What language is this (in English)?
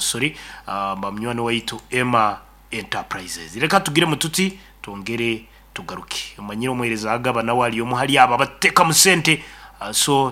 Nyoro